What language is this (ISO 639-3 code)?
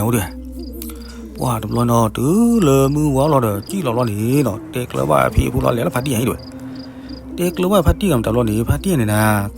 ksw